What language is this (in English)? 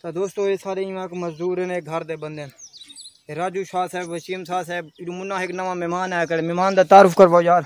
Saraiki